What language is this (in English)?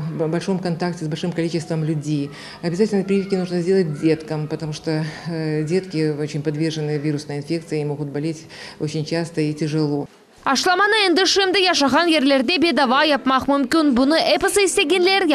Crimean Tatar